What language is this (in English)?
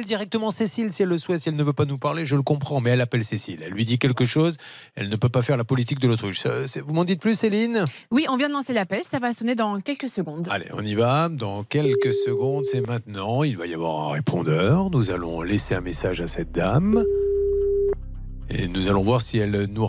French